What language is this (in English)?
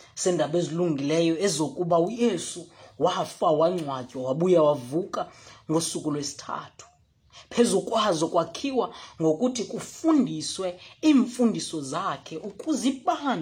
Xhosa